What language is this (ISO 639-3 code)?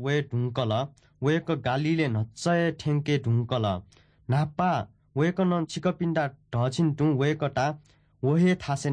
new